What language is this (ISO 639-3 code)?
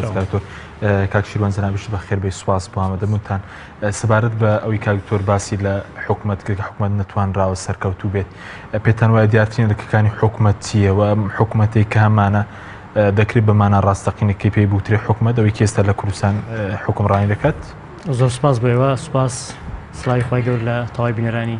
ckb